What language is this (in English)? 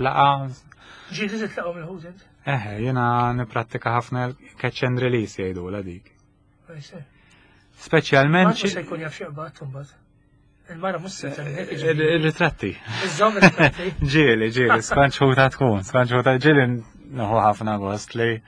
Maltese